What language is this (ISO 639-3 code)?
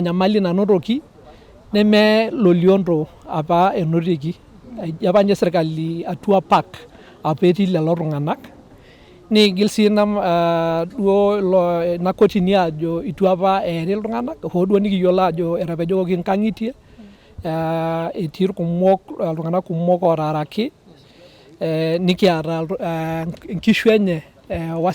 mas